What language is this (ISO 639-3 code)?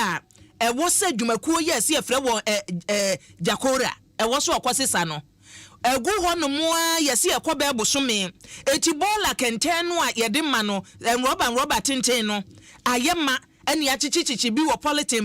aka